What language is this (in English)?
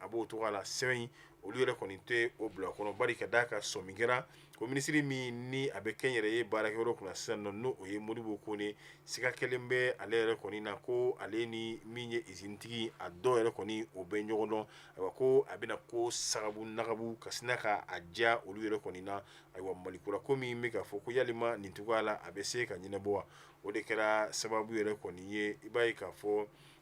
Bambara